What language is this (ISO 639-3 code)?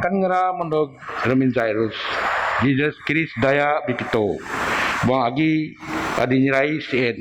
bth